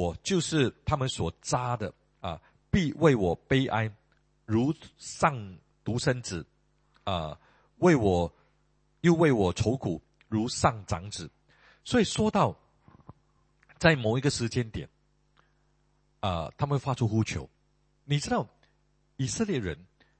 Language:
Chinese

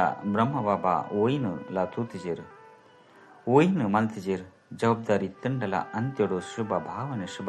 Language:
Tulu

